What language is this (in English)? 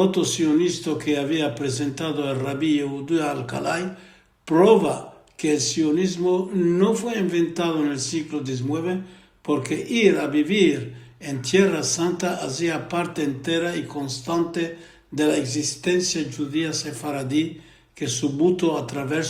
Ladino